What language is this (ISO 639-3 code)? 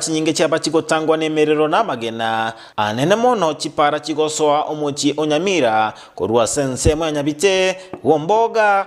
guz